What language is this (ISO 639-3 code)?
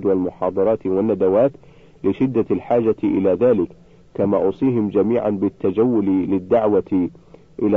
ara